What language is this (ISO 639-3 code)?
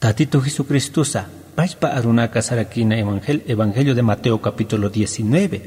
aym